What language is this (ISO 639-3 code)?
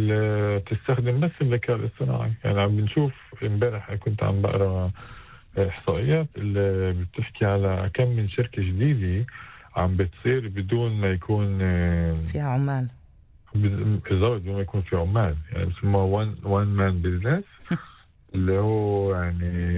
apc